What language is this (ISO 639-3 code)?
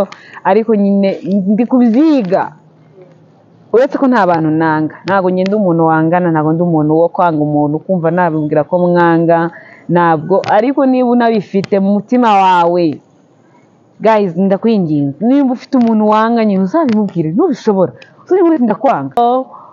kin